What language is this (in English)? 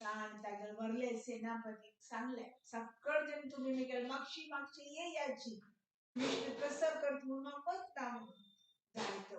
Konkani